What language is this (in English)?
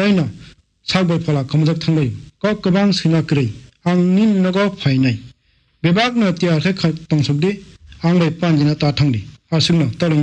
Kok Borok